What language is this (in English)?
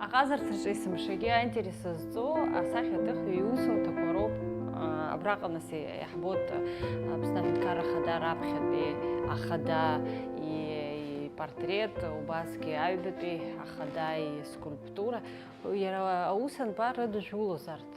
Abkhazian